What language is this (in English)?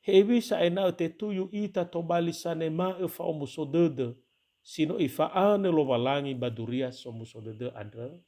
Nias